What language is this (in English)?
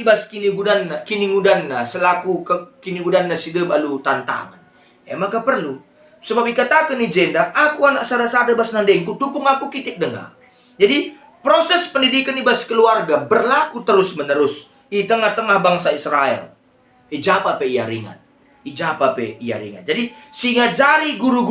Batak Karo